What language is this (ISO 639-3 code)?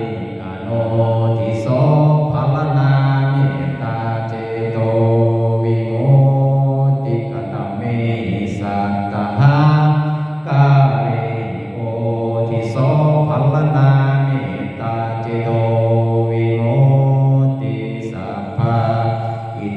pli